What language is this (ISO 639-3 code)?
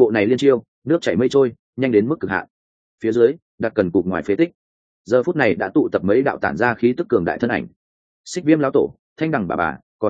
vie